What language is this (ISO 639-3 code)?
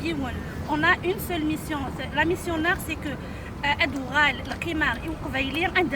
kab